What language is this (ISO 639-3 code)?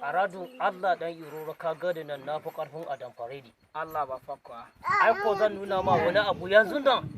hau